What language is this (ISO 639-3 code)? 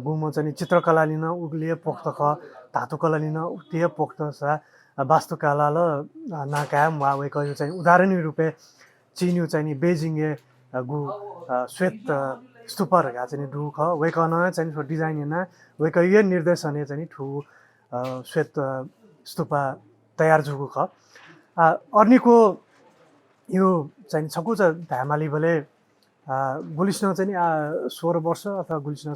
new